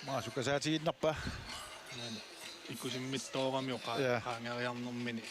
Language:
Kalaallisut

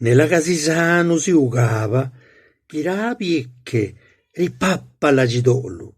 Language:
Zapotec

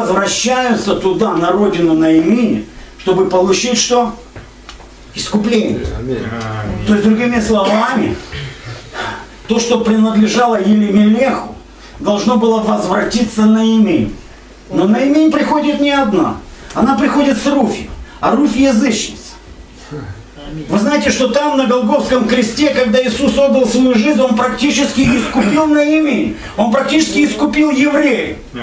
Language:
Russian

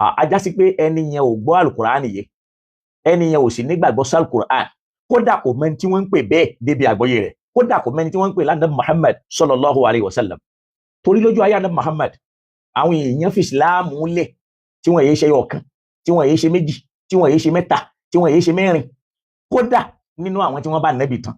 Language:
Yoruba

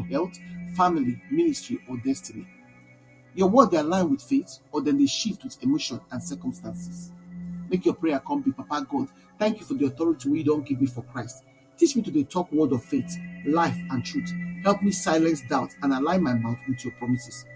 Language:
Nigerian Pidgin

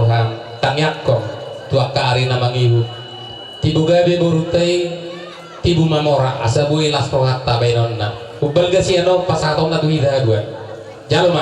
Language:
Batak Toba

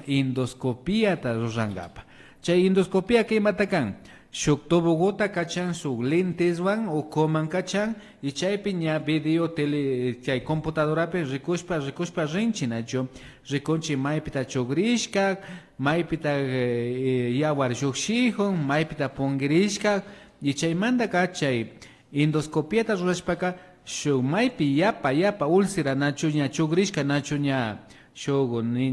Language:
Imbabura Highland Quichua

